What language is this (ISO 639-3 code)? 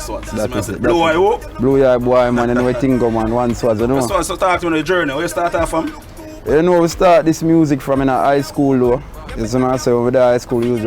jam